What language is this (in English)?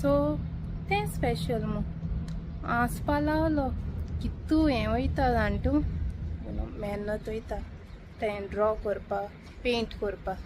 Konkani